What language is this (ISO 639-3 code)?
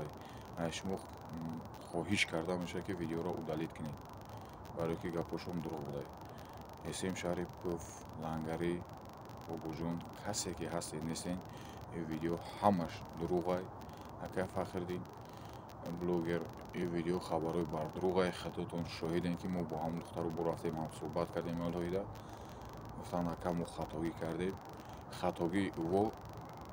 tgk